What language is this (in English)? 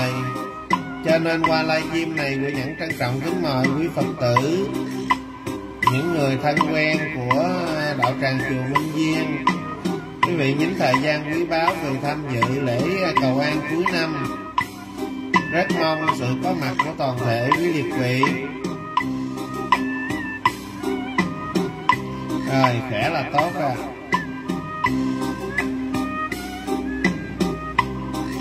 Vietnamese